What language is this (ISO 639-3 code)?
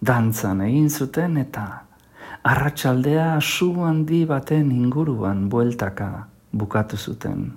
eus